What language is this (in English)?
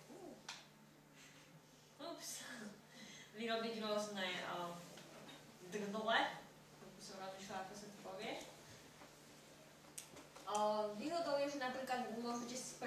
Slovak